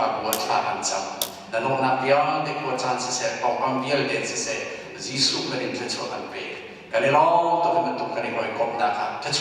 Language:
Hakha Chin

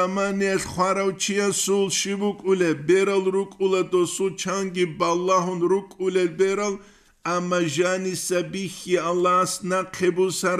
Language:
Avaric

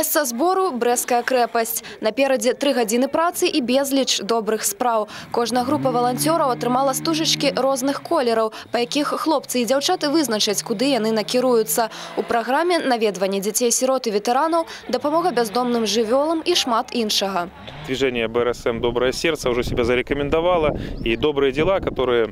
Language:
Belarusian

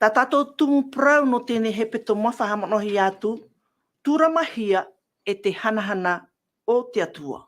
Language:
Tahitian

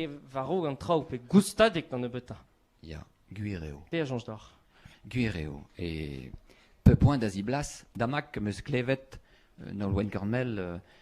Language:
Breton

